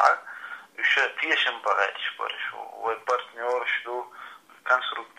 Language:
Chechen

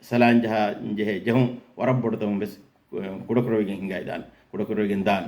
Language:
Divehi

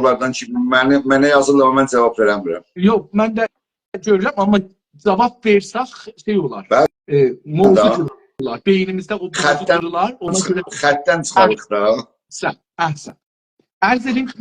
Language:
South Azerbaijani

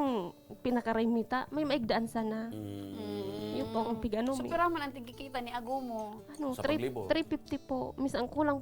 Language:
Bikol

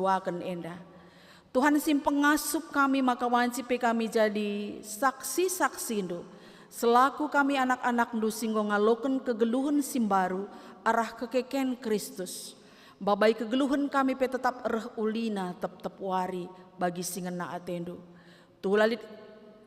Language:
Batak Karo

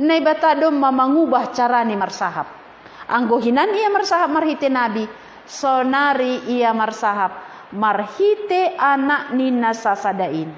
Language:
Batak Simalungun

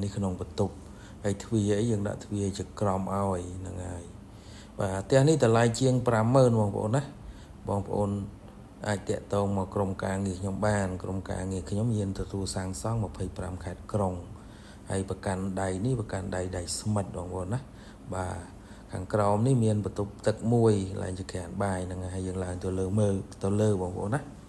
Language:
Khmer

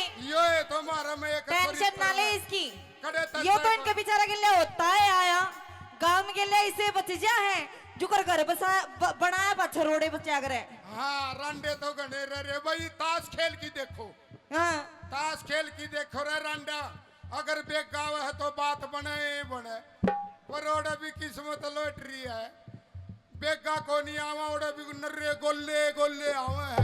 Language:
Haryanvi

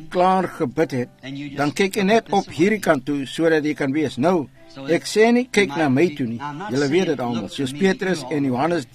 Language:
Afrikaans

